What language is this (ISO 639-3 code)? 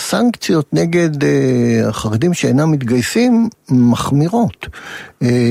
heb